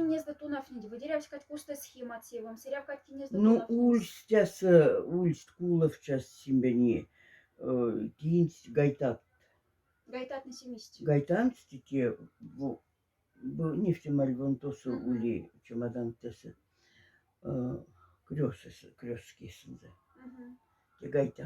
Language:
Moksha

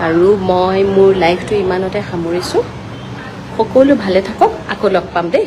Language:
Assamese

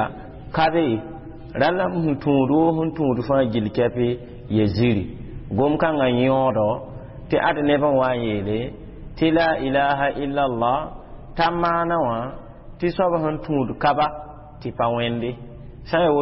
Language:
Mossi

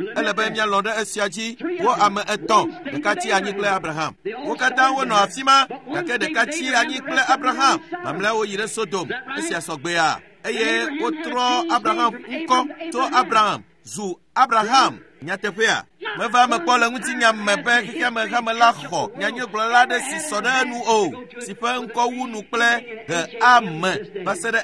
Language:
Ewe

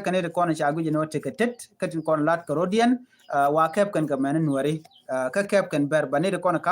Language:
Nuer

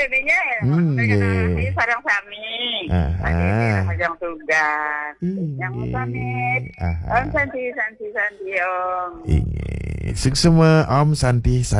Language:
Balinese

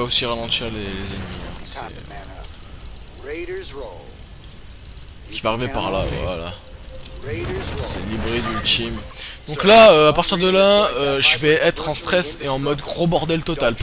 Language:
French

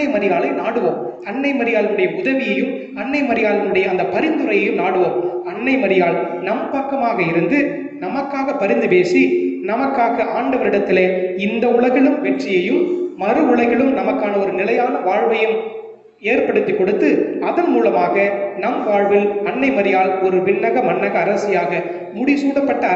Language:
Tamil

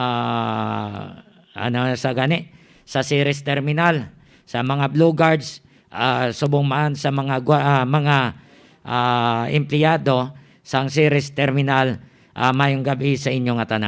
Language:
Hiligaynon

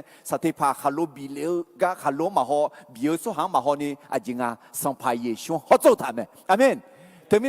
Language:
Akha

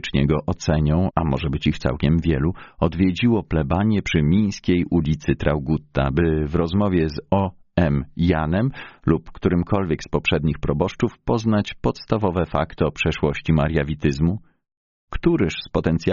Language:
Polish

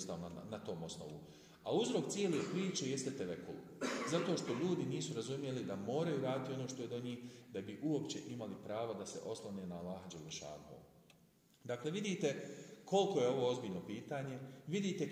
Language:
Bosnian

